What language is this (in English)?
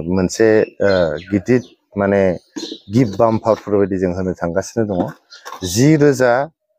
Bodo